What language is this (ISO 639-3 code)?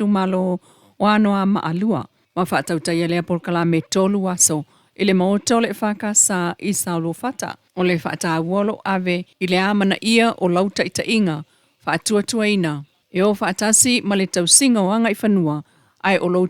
smo